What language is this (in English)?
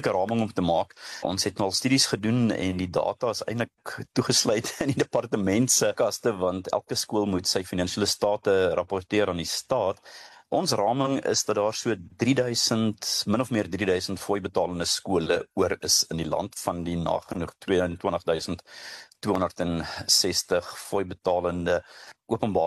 Afrikaans